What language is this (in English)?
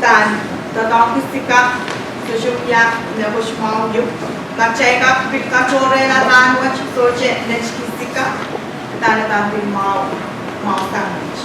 Pohnpeian